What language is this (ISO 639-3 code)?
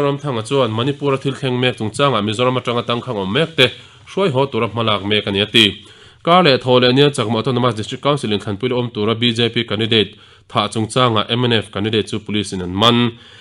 lus